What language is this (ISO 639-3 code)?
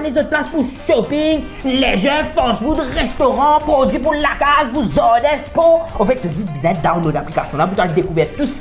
mfe